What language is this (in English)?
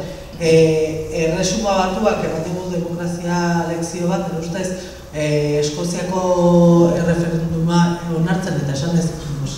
Basque